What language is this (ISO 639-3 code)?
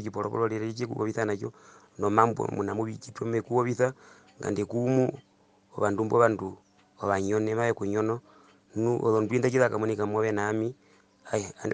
her